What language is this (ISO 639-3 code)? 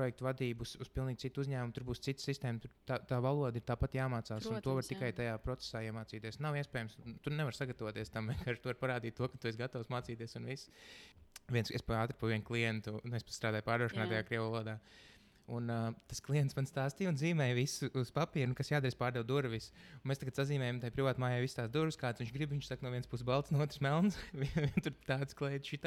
lav